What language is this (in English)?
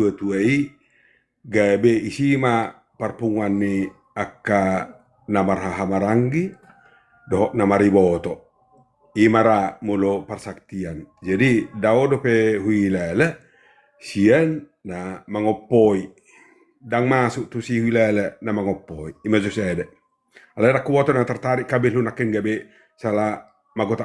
Batak Toba